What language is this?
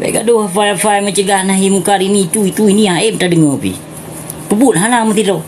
Achinese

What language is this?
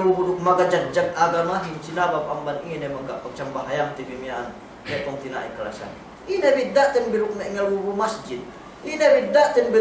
Yakan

